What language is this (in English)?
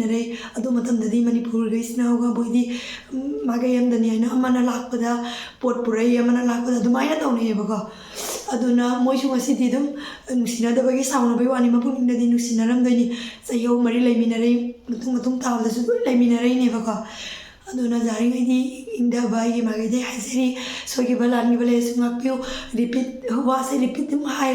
Manipuri